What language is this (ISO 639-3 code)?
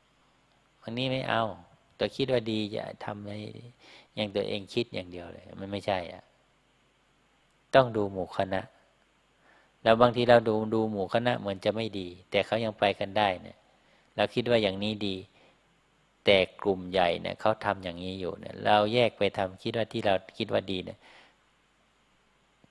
tha